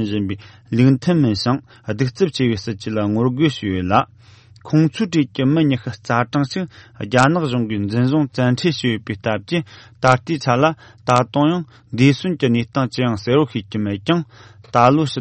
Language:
Tibetan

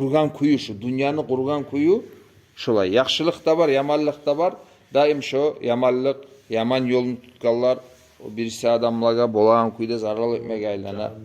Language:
Kumyk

